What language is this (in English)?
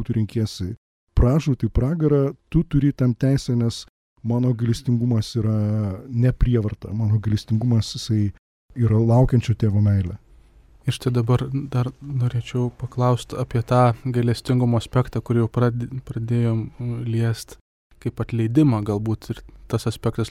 Lithuanian